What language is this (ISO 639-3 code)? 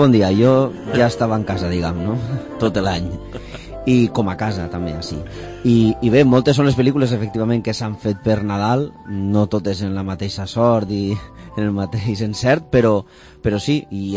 cat